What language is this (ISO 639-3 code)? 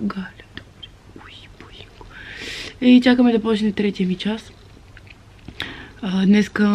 bul